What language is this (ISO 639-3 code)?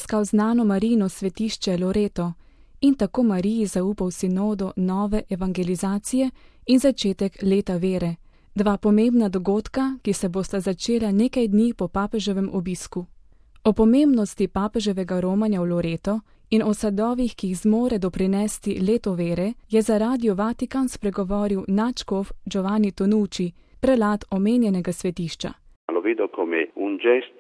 slv